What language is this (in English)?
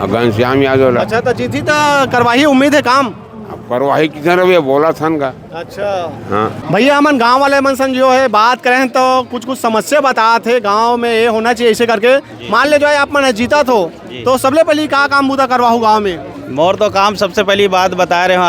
Chhattisgarhi